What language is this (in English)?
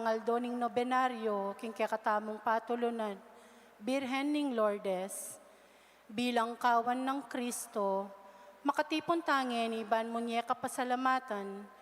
Pampanga